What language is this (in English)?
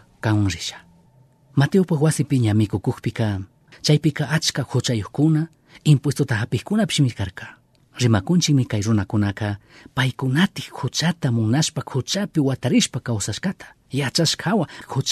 Chimborazo Highland Quichua